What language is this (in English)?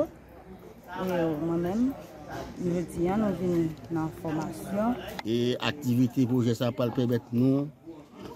Haitian Creole